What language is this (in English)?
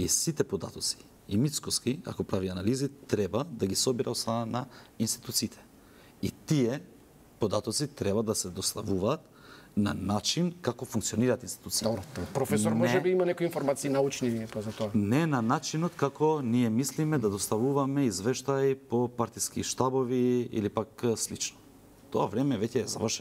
Macedonian